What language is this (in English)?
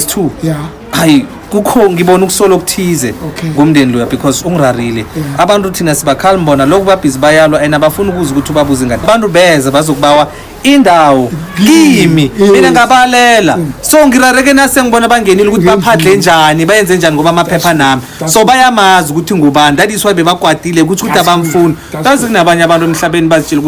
Zulu